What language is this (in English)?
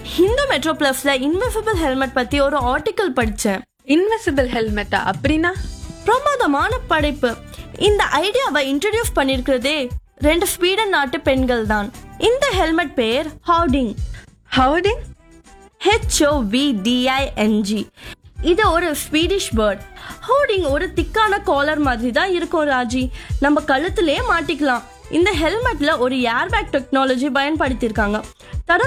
Tamil